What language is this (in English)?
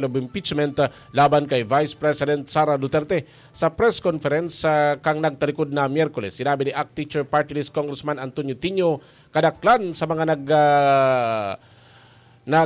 Bikol